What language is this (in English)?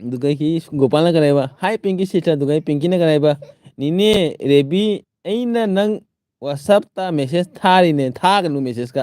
Manipuri